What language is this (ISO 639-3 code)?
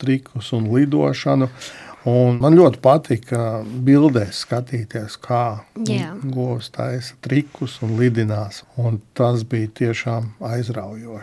lav